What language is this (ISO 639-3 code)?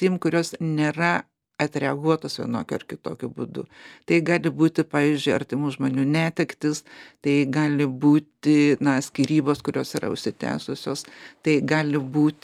lit